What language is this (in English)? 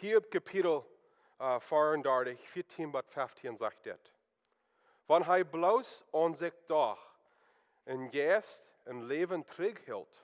Plautdietsch